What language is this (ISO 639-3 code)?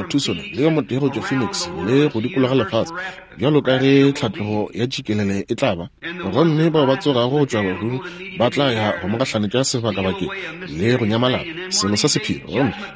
nso